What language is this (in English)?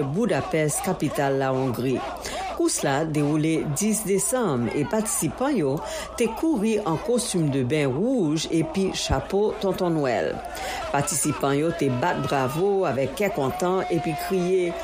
Haitian Creole